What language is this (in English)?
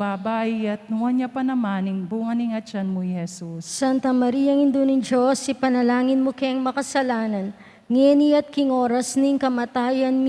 Pampanga